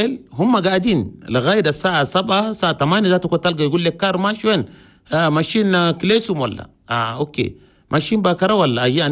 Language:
Chadian Arabic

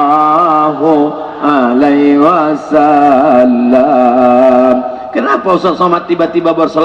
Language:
Minangkabau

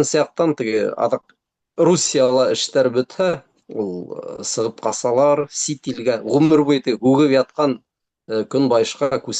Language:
Bashkir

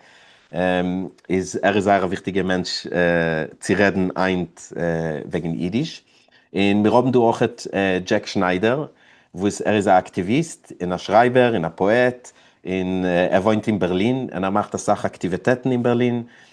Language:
Yiddish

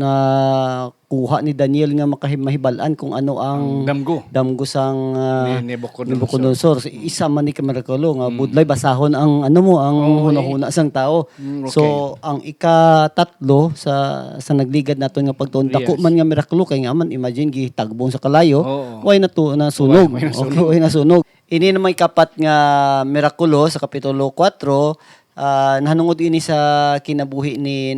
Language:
Hiligaynon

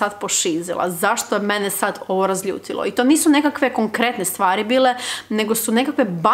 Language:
Croatian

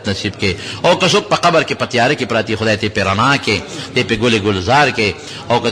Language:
Pashto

